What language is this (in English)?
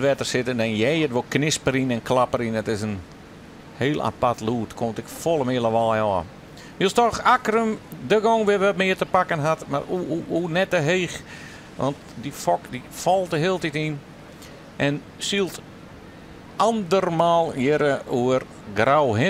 Western Frisian